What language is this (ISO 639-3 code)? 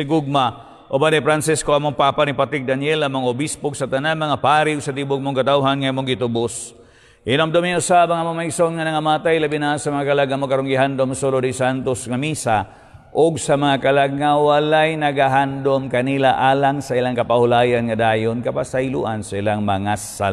ceb